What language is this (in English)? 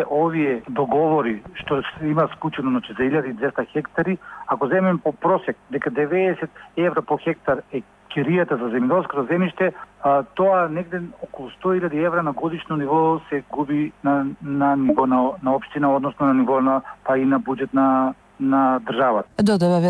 Macedonian